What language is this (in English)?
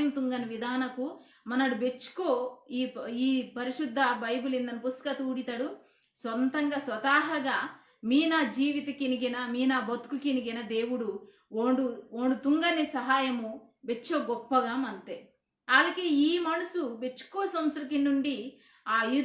Koya